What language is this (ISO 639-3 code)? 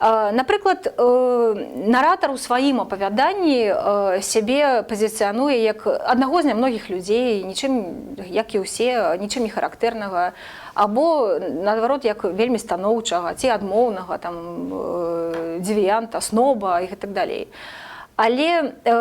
bel